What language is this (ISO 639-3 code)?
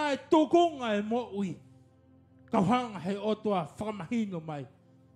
ton